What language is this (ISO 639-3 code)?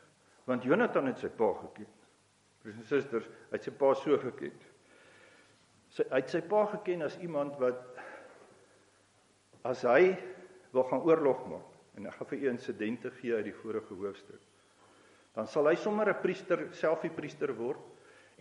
afr